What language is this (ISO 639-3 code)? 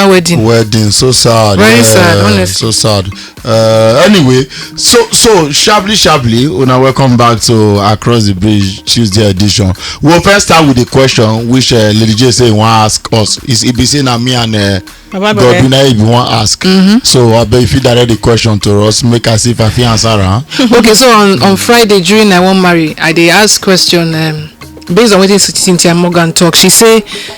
pcm